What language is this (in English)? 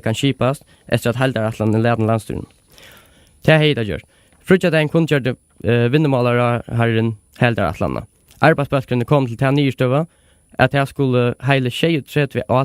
Faroese